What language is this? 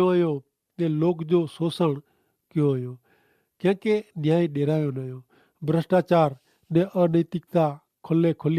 Kachhi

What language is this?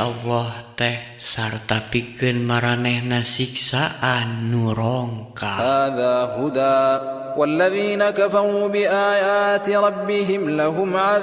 Sundanese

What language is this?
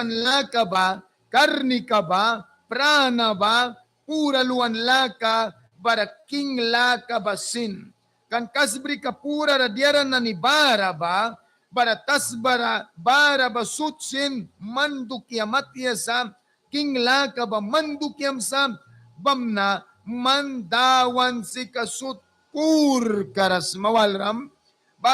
Mískito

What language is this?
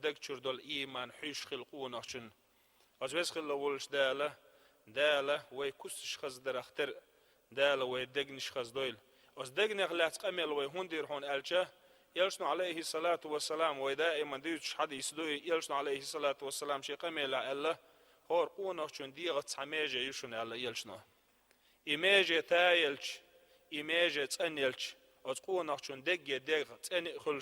Chechen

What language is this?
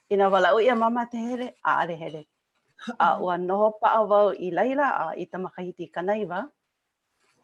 Hawaiian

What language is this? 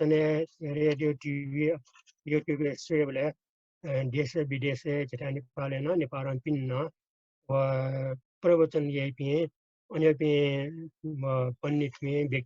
Newari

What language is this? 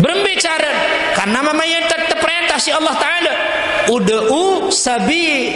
Sasak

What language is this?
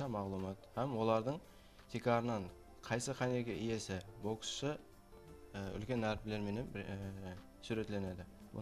Kara-Kalpak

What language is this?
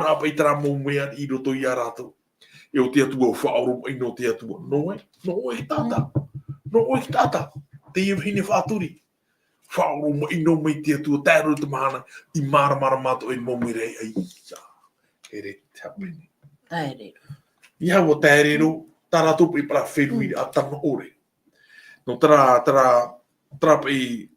Tahitian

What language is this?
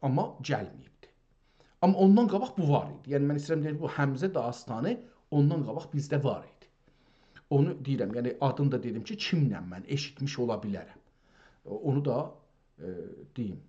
South Azerbaijani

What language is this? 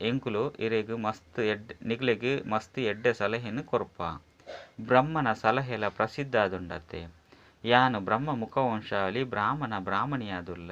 Tulu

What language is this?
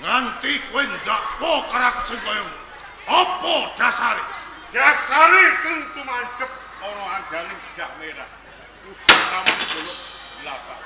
Javanese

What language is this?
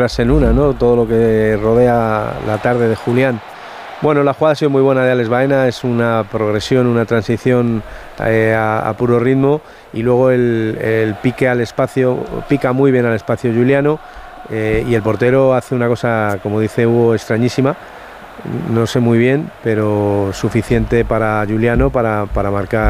Spanish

